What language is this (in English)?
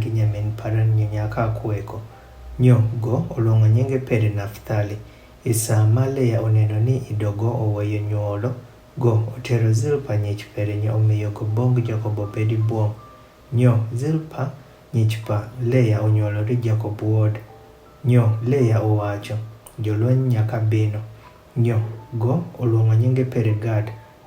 Adhola